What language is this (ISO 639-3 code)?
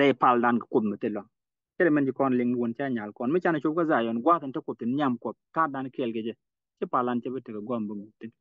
nus